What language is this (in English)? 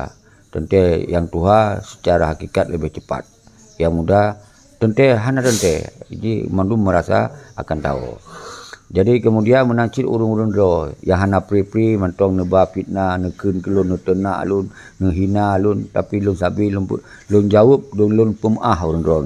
Achinese